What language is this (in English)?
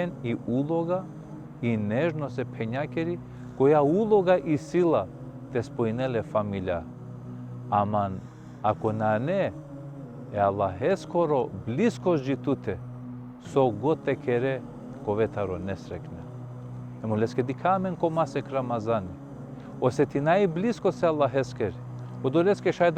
Balkan Romani